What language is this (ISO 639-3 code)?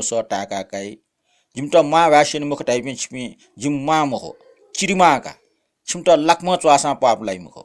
new